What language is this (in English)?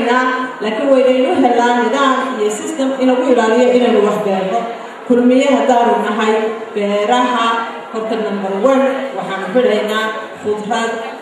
Somali